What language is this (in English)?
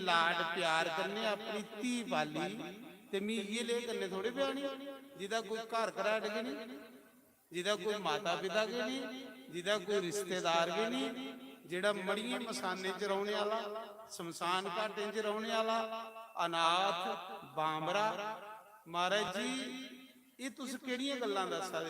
Dogri